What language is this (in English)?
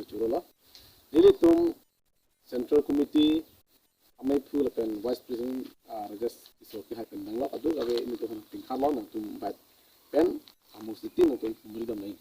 Karbi